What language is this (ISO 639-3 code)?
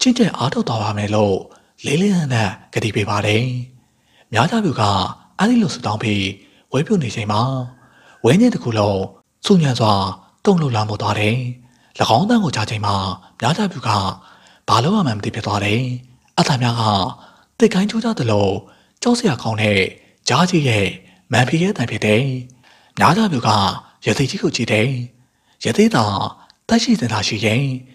mya